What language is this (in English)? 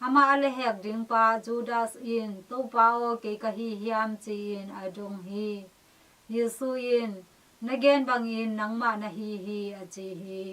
Tedim Chin